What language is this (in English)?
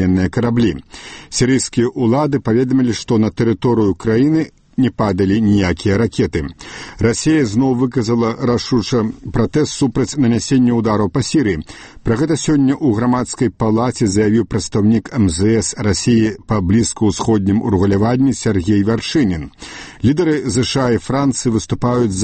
Belarusian